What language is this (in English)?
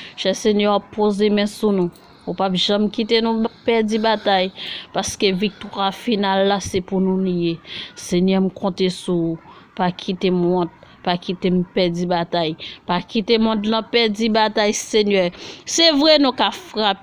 Haitian Creole